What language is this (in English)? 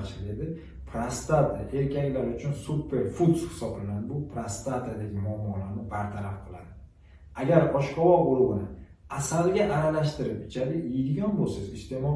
Uzbek